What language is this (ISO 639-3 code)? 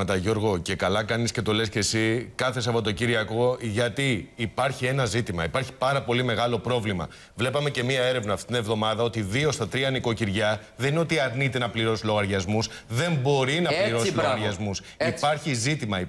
ell